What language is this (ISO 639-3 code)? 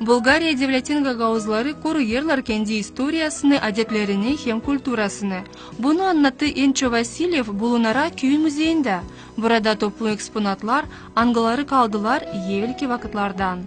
gag